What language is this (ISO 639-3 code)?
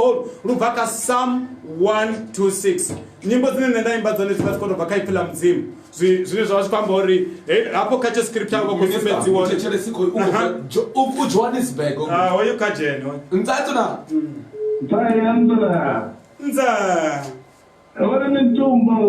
ven